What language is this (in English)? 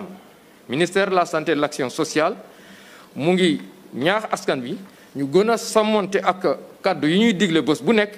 Wolof